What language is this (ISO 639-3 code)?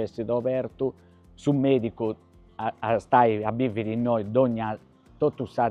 srd